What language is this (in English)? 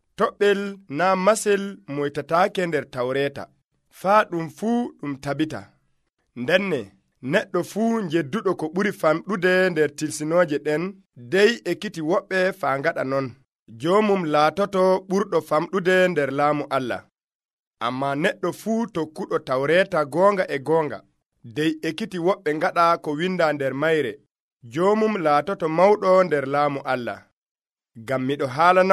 Nigerian Fulfulde